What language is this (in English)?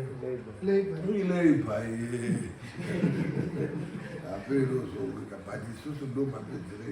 Shona